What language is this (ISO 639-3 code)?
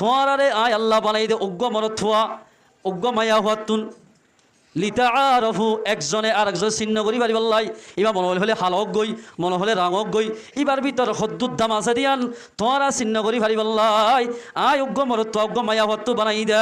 rhg